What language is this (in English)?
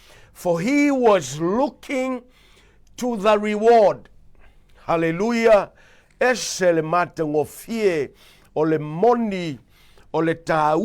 Samoan